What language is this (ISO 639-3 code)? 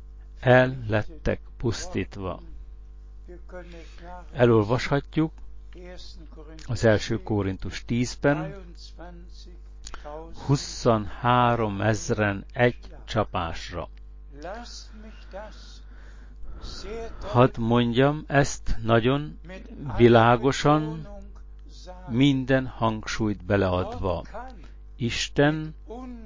hun